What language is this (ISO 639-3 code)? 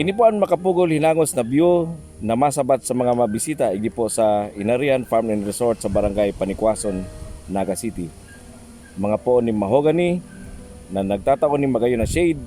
bik